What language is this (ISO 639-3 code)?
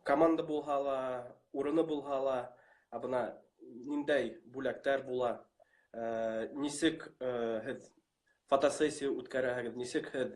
bak